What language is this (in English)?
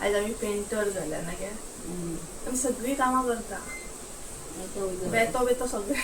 Konkani